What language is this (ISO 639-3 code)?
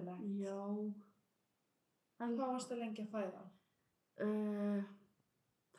isl